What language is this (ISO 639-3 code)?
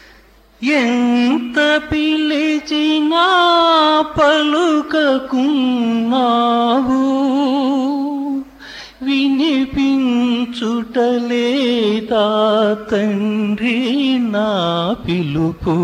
tel